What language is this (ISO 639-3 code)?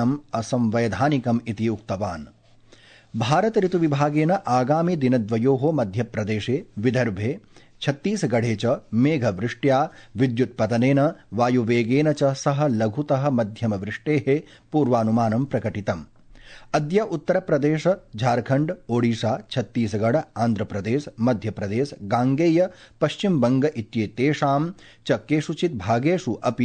san